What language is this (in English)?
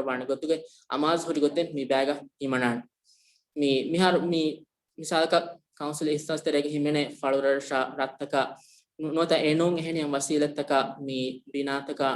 Divehi